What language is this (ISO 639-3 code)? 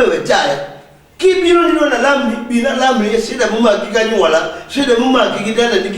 luo